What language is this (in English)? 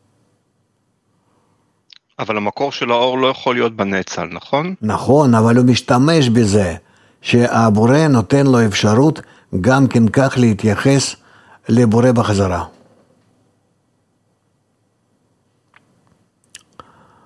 Hebrew